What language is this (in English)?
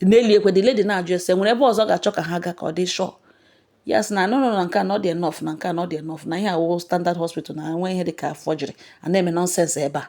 Igbo